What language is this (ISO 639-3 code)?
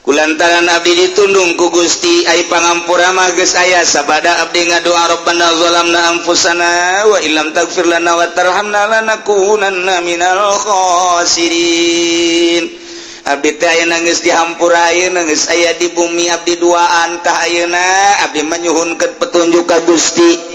sun